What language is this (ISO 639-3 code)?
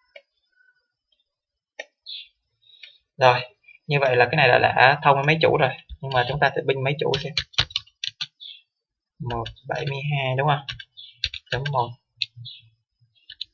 vie